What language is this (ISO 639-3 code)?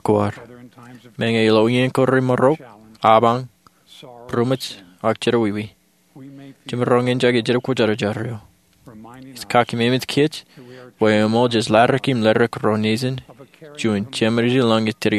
mah